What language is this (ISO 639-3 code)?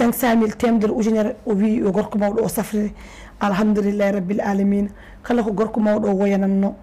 ful